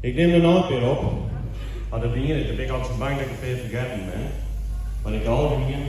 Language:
Western Frisian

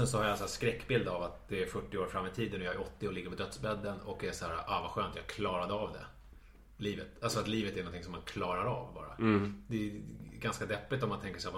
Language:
Swedish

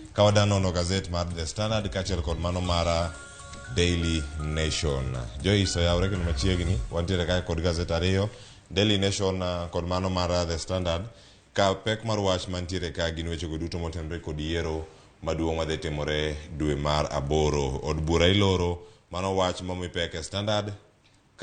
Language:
Luo (Kenya and Tanzania)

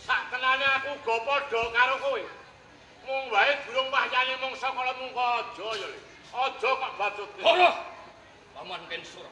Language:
Javanese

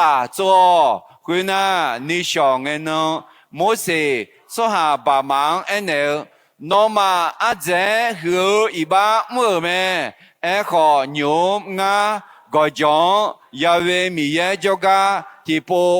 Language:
Akha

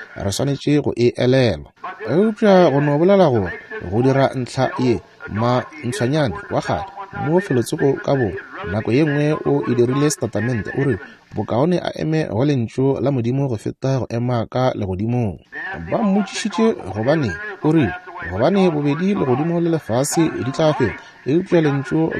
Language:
Northern Sotho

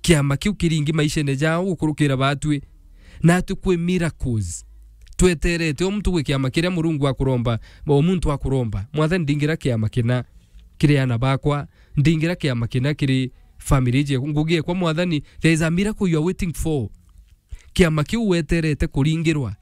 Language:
Meru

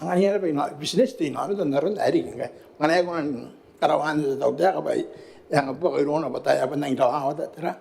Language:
Gilbertese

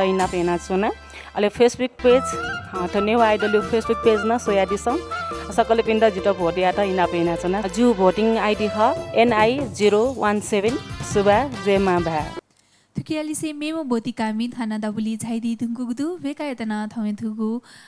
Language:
Newari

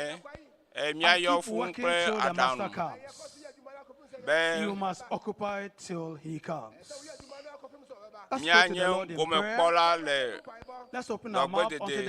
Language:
Ewe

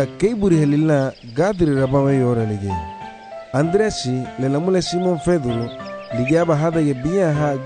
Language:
Garifuna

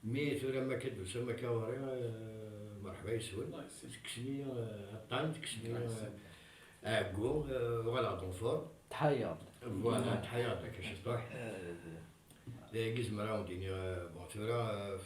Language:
Kabyle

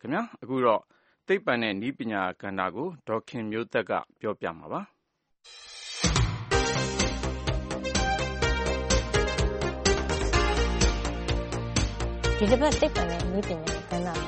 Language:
Burmese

